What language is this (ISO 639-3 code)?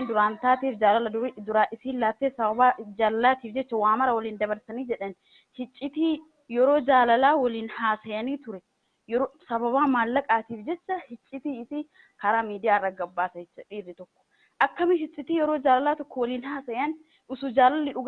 orm